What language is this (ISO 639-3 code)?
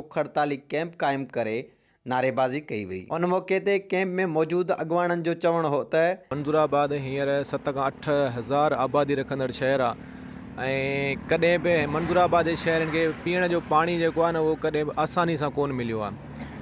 snd